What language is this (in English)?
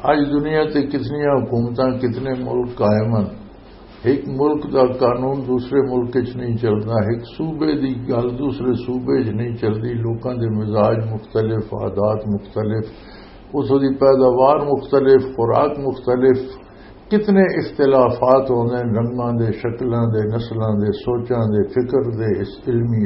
Western Panjabi